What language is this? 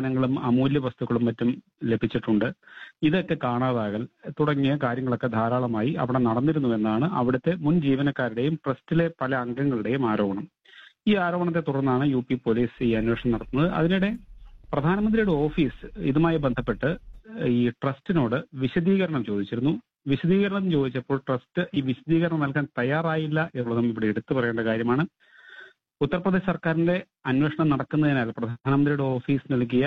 Malayalam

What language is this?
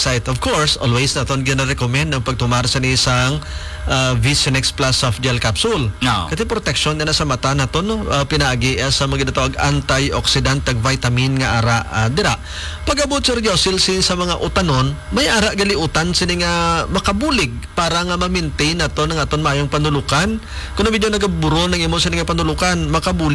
Hiligaynon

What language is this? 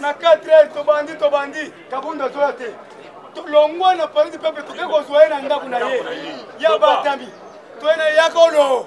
Lingala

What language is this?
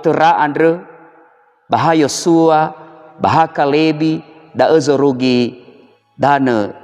Nias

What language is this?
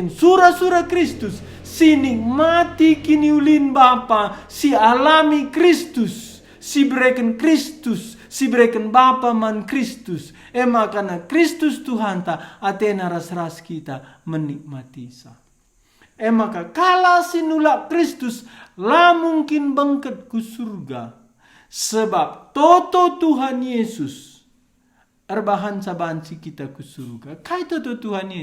Batak Karo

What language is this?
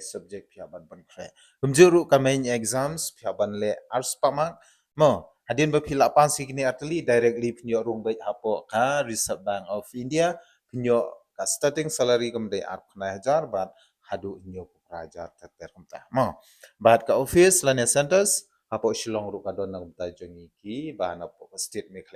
Khasi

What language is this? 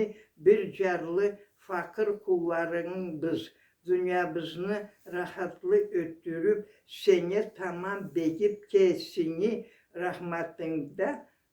Karachay-Balkar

